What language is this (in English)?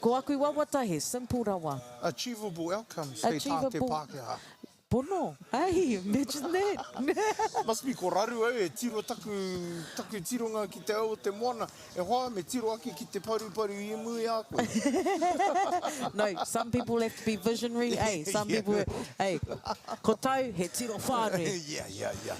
Māori